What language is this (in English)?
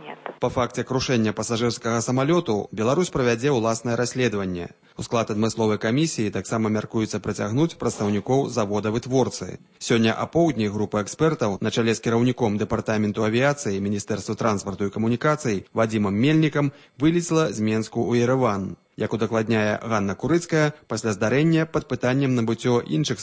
Belarusian